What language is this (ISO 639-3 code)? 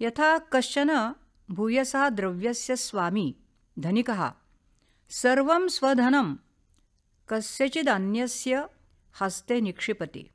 san